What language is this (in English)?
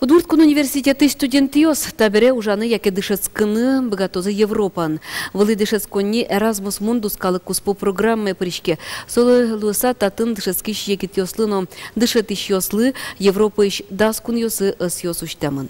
Udmurt